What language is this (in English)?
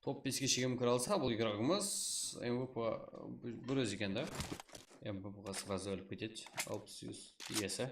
Kara-Kalpak